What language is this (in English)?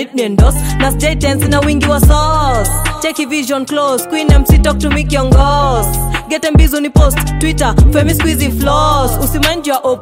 Swahili